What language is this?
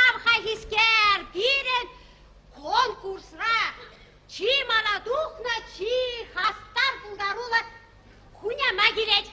Chuvash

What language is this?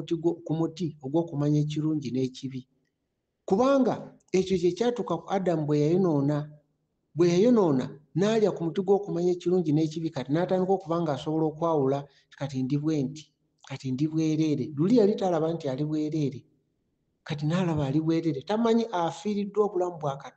Ganda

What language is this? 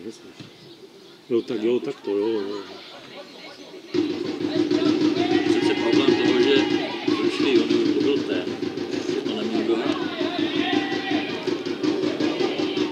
Czech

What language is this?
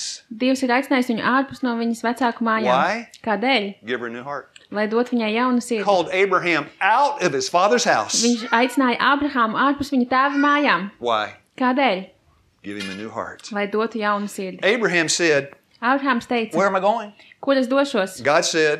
Latvian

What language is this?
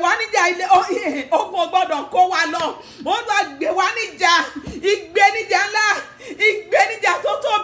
Yoruba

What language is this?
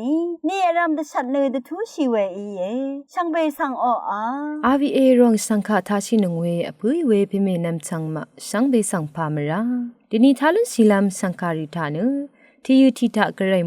Rawang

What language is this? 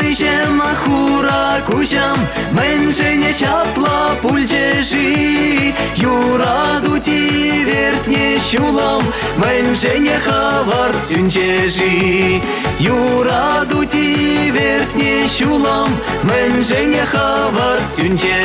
Chuvash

